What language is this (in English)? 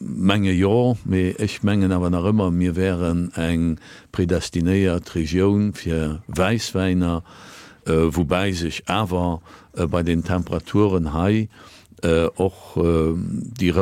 Luxembourgish